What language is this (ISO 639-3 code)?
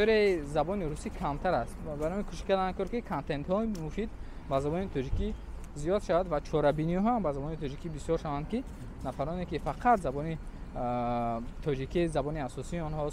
tgk